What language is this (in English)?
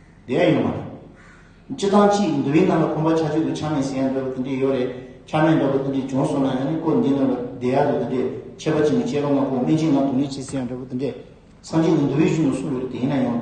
Tibetan